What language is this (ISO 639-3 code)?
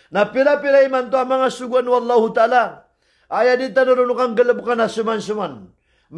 mrw